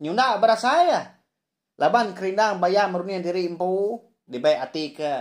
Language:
Iban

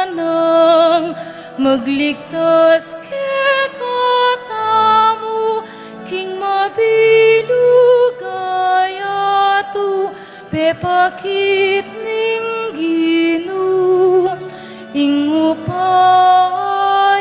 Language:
Pampanga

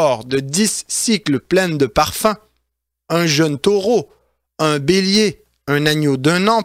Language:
French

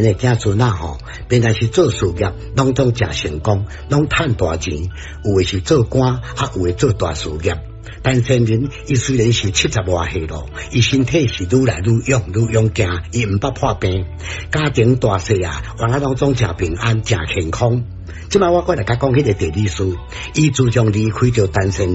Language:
Min Nan Chinese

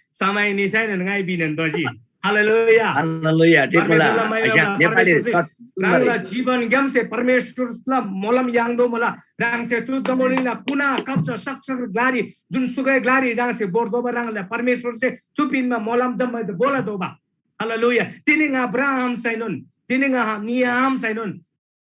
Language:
Eastern Tamang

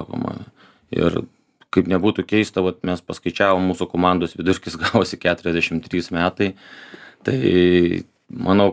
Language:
Lithuanian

